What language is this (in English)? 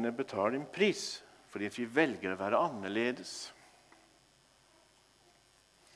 Norwegian